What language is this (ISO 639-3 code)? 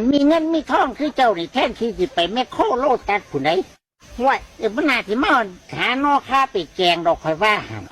tts